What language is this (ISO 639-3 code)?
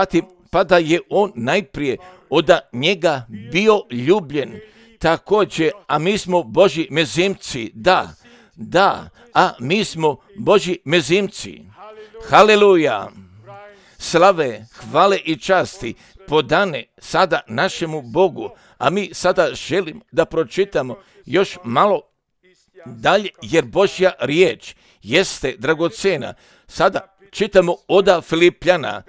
hrv